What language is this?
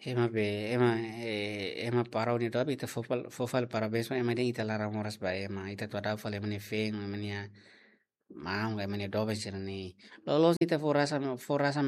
Tetum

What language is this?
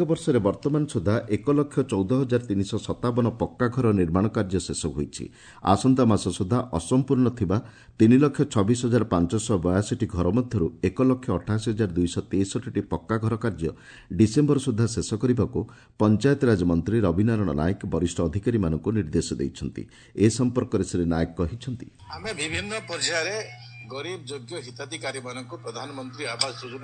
Odia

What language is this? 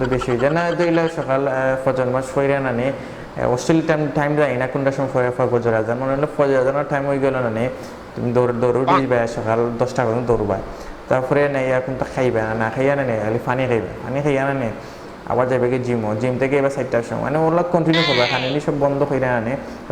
Sylheti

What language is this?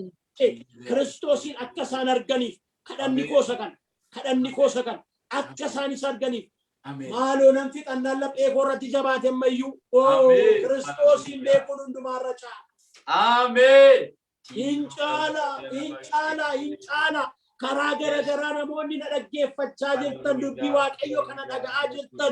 Oromo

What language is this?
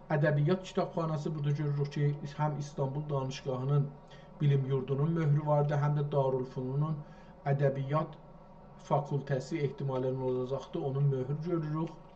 South Azerbaijani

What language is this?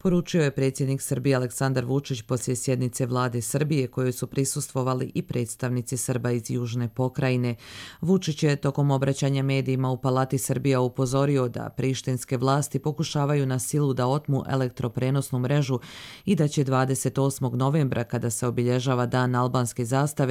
Croatian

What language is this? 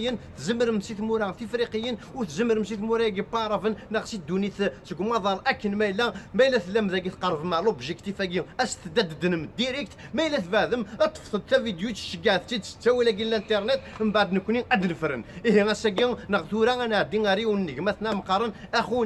Kabyle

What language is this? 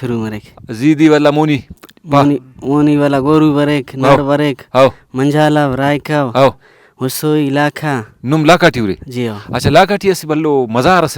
Brahui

